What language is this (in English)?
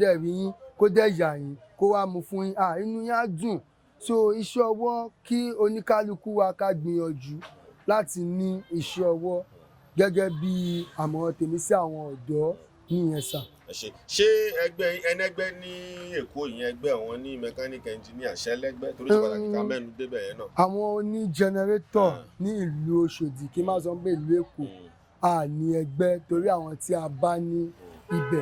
Yoruba